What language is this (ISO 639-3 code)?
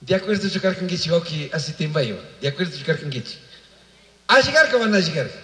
qug